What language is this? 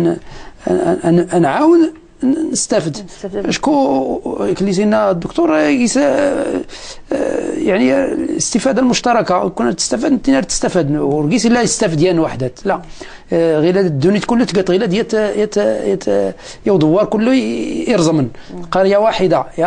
Moroccan Arabic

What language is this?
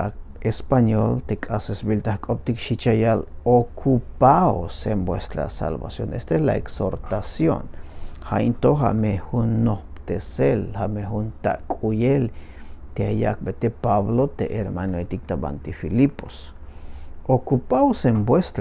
Tzeltal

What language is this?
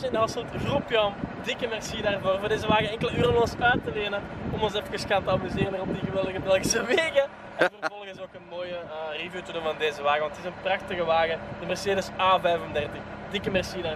Dutch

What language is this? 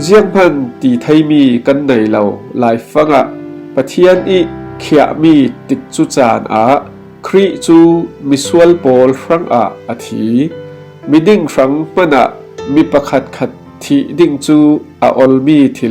Falam Chin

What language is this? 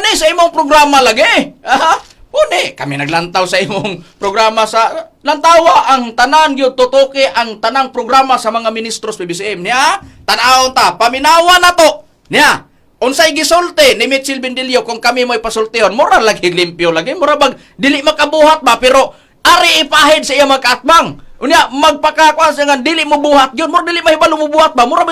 Cebuano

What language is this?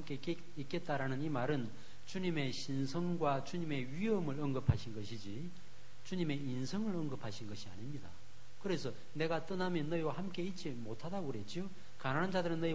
Korean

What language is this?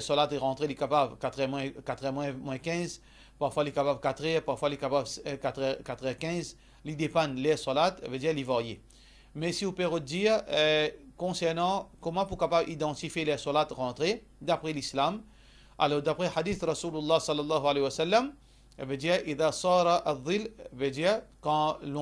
Morisyen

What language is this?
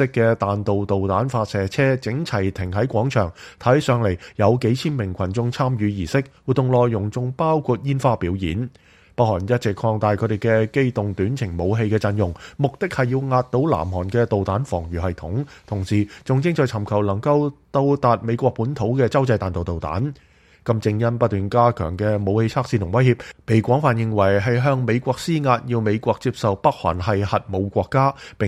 Cantonese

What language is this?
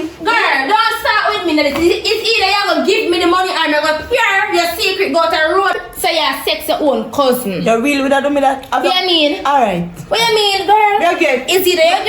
Jamaican Creole English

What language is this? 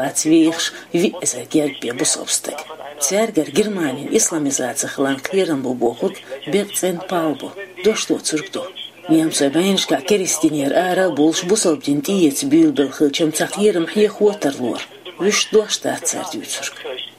Chechen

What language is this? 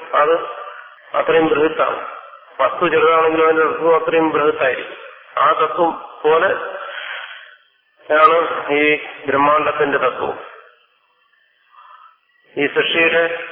Malayalam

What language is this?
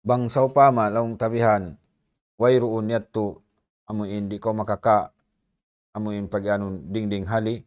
Tausug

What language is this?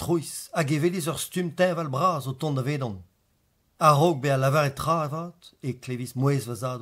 Breton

